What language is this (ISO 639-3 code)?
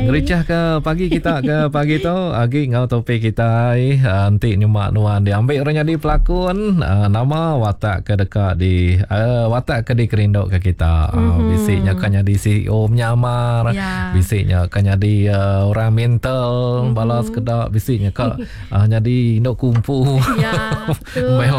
iba